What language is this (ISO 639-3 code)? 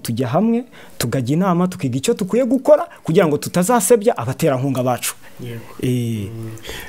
kin